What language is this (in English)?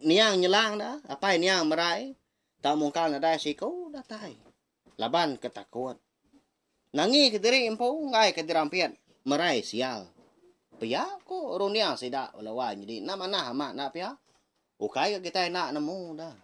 Iban